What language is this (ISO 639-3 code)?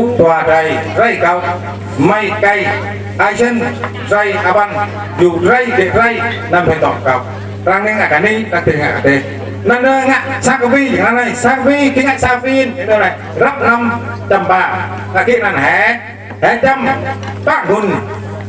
vie